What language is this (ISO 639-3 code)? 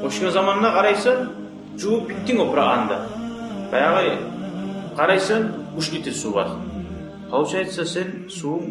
kum